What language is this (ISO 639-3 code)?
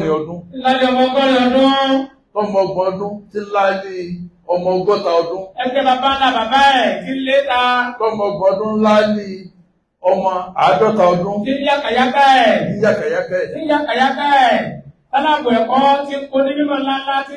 yor